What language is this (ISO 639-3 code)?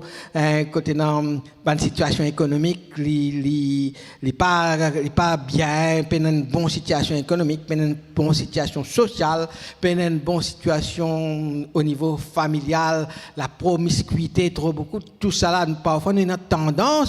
mfe